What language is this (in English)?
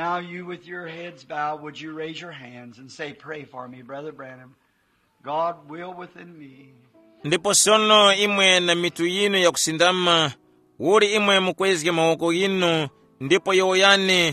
Tumbuka